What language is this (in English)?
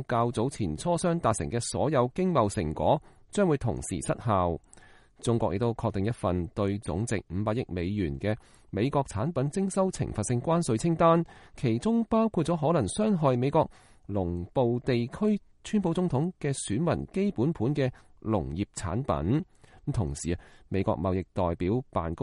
Cantonese